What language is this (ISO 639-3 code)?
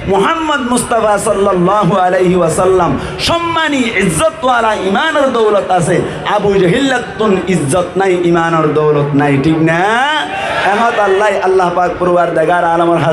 rhg